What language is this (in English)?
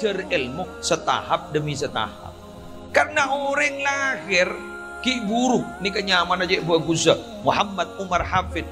Madurese